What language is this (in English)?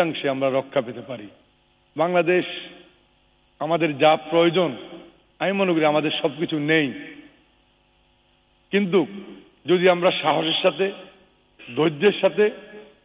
Bangla